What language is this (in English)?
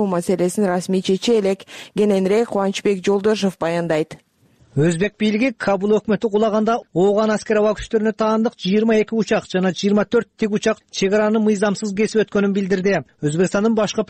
Kyrgyz